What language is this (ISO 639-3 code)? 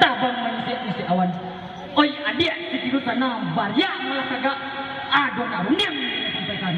min